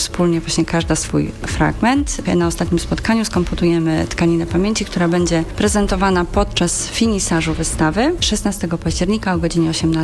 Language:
Polish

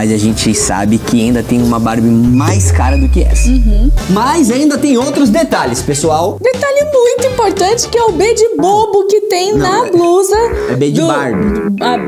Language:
Portuguese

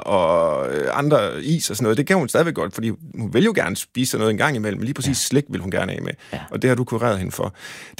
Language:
Danish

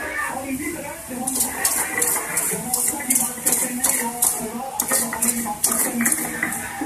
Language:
Hindi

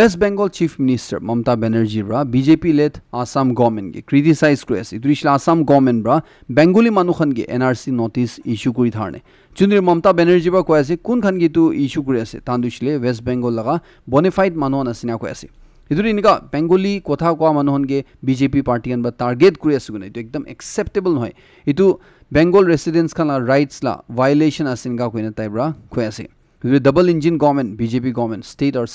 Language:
Naga Pidgin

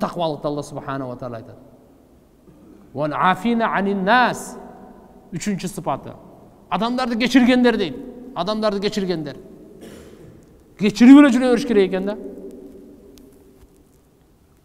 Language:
Kyrgyz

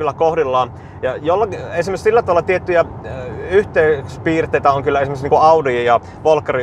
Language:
Finnish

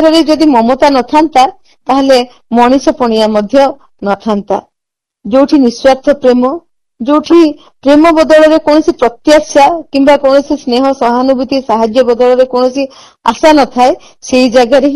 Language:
Odia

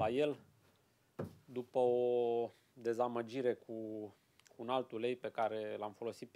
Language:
Romanian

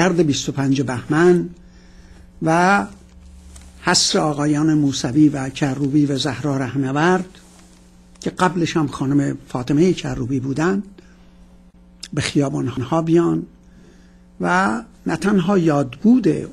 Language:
Persian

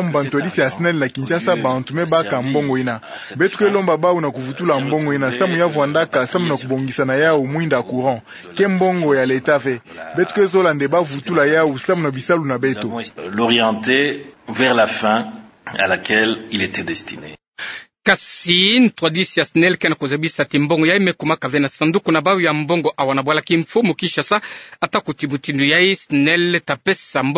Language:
Kituba (Democratic Republic of Congo)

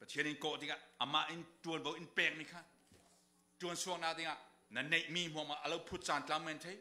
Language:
Falam Chin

